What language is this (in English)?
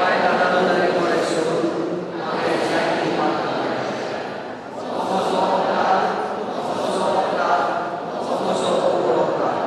Konkani